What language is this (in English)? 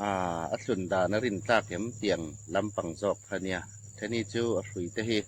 Hmar